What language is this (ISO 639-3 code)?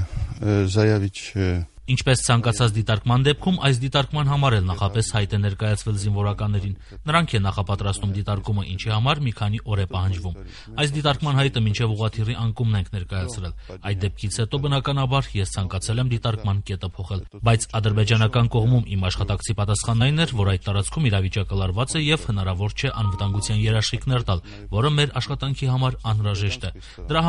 hye